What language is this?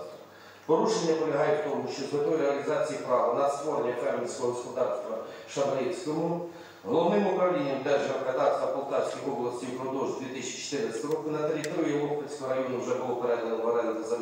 Ukrainian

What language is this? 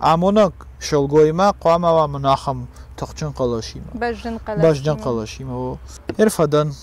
Ossetic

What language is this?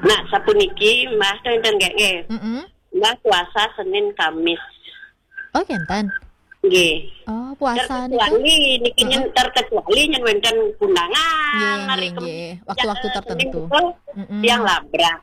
Balinese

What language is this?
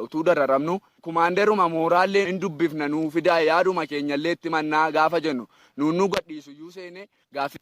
Oromo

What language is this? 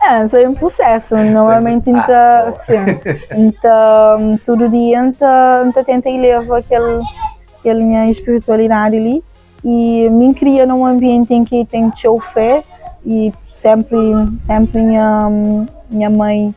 Kabuverdianu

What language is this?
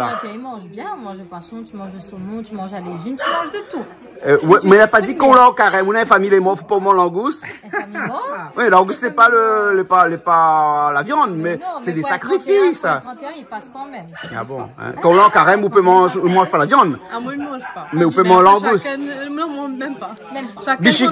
Réunion Creole French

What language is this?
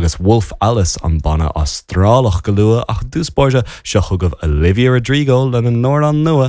Irish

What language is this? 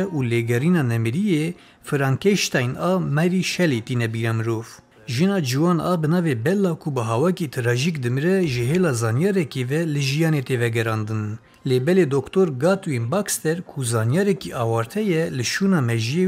Kurdish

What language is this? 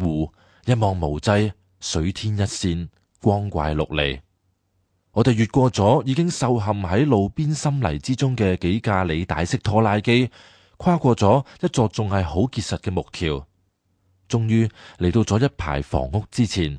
Cantonese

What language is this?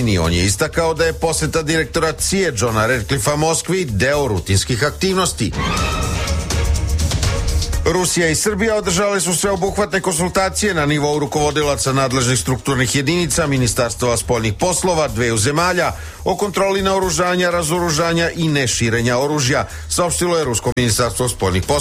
Serbian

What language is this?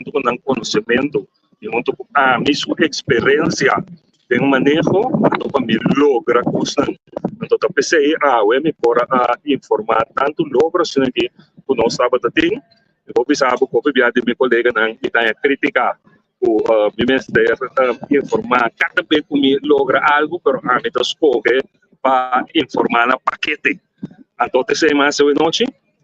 Papiamento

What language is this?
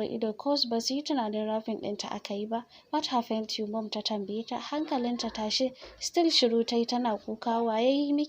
Hausa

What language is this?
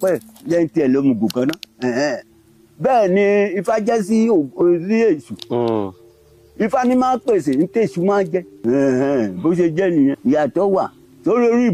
Yoruba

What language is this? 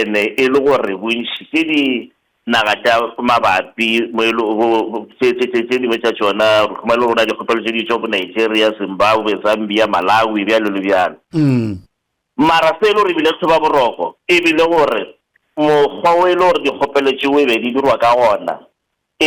Northern Sotho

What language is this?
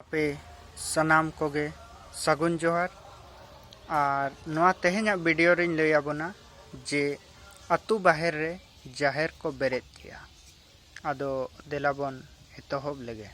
Santali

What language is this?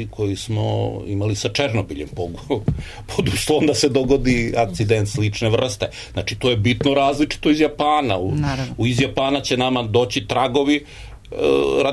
Serbian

